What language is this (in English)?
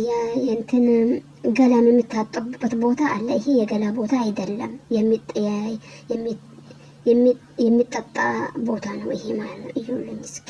Amharic